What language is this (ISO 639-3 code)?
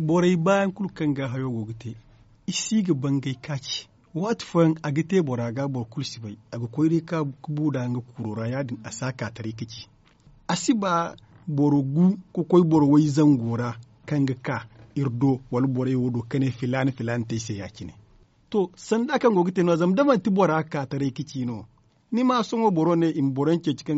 dje